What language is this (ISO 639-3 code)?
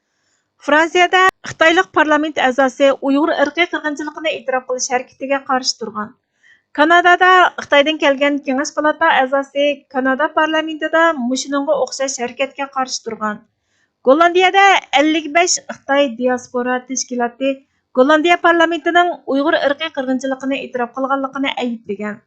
uig